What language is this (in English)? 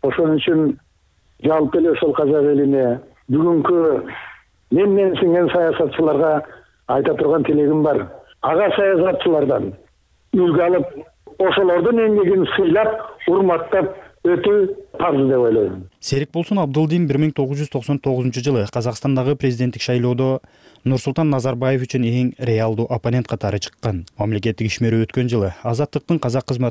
Kyrgyz